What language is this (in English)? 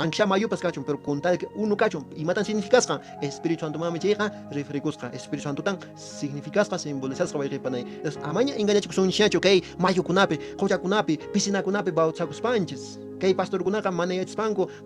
Quechua